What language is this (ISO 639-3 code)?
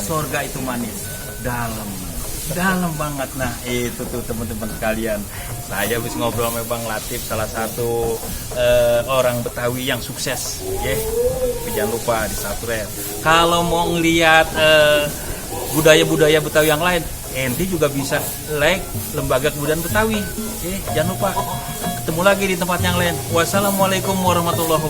bew